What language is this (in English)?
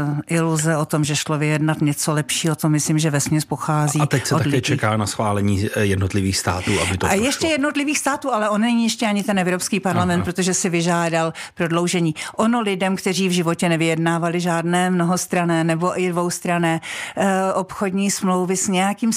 Czech